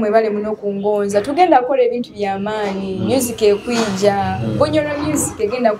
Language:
Nyoro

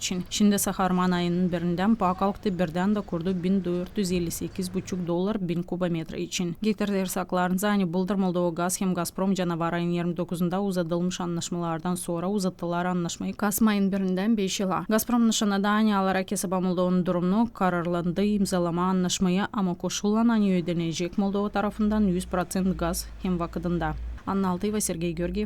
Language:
Gagauz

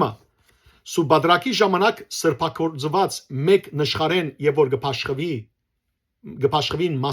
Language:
Western Armenian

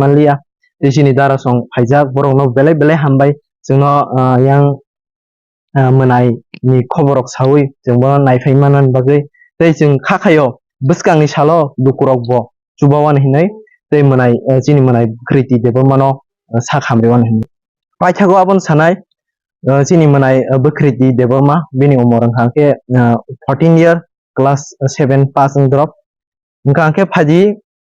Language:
Kok Borok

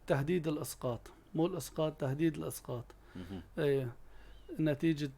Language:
North Levantine Arabic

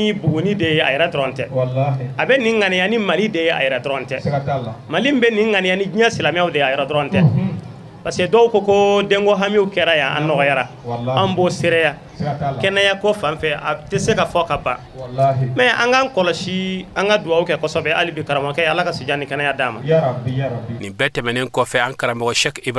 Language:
Bambara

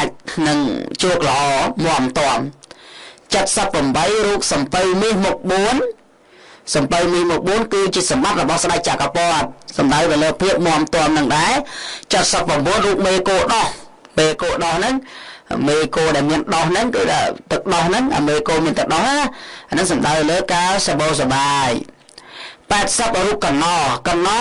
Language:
Khmer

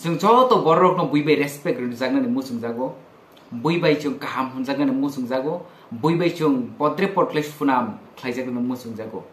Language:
Kok Borok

